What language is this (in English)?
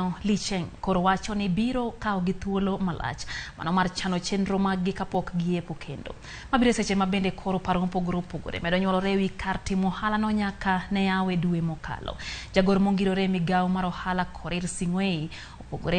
Luo (Kenya and Tanzania)